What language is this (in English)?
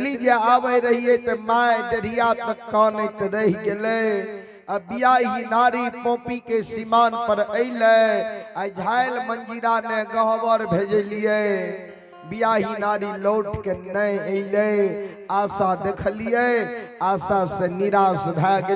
Maithili